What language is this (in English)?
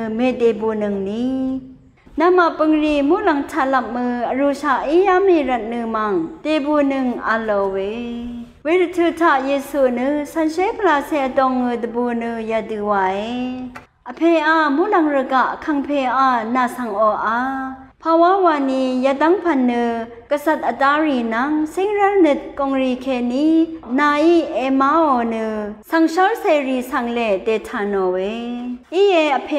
Rawang